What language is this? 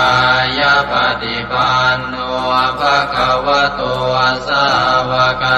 Pali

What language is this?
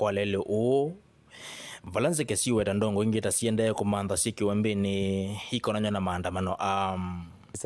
Kamba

